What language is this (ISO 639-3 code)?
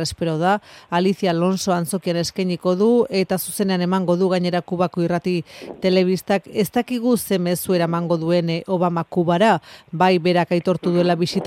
eus